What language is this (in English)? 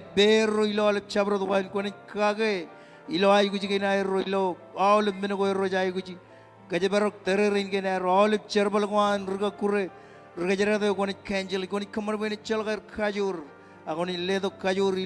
Marshallese